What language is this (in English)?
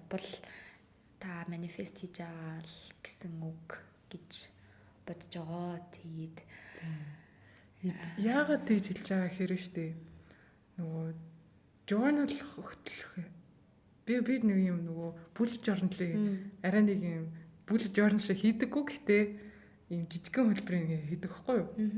Mongolian